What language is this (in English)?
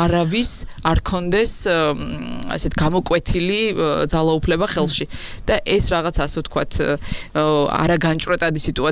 Georgian